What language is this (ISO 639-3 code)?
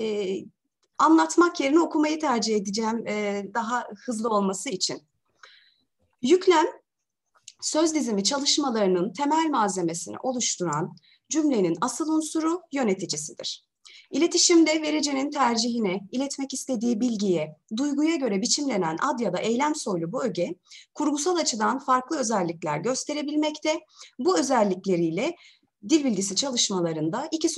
tur